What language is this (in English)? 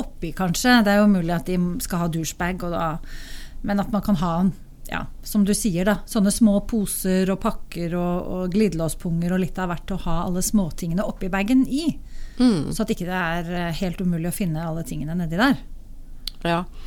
Norwegian